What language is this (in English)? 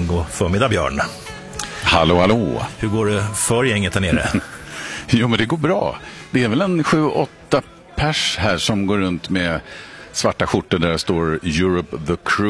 Swedish